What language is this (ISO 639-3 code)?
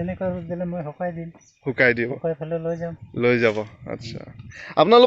asm